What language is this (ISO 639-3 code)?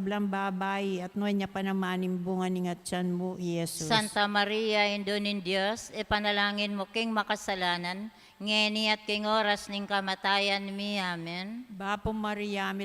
pam